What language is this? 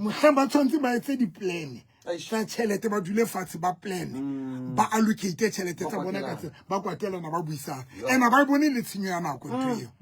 Southern Sotho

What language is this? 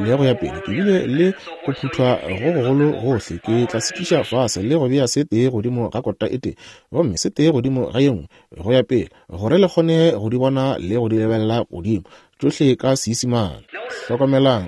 Northern Sotho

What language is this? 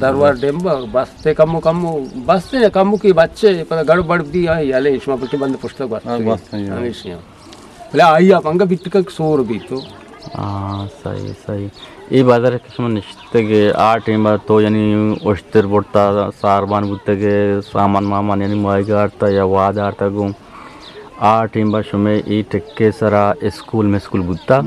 Eastern Balochi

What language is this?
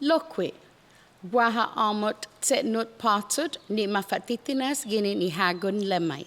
Chamorro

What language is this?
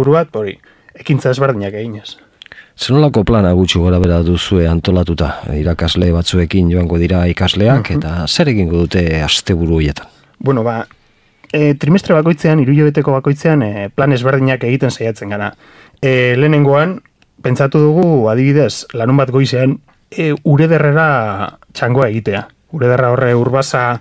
Basque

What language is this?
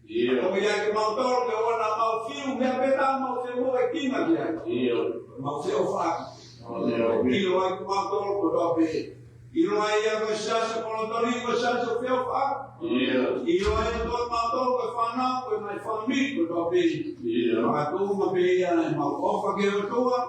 Tongan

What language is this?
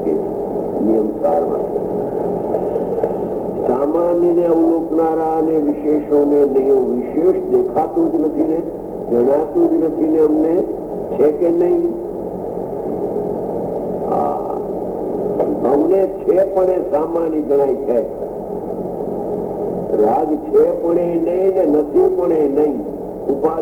Gujarati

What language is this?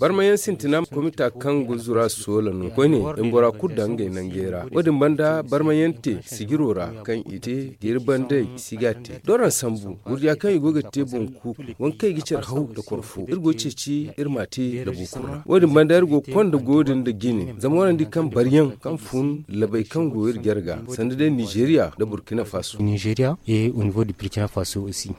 Zarma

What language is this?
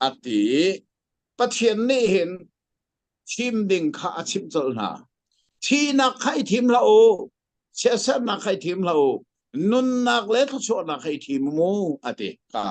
Hakha Chin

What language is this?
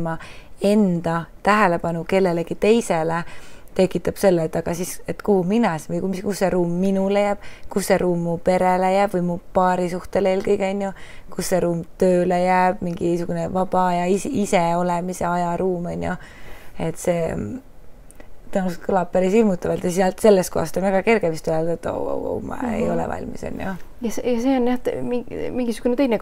Estonian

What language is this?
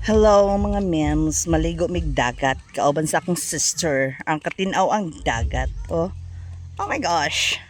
Cebuano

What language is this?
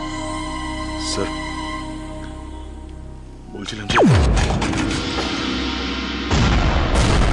Bangla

